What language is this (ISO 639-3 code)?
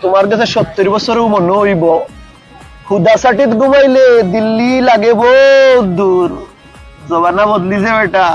syl